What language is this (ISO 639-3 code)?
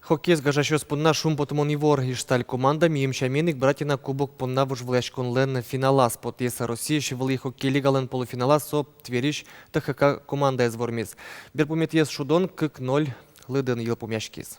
udm